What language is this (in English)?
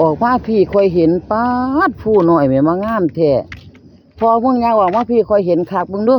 Northeastern Thai